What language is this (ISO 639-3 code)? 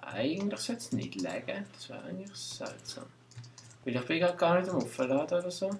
gsw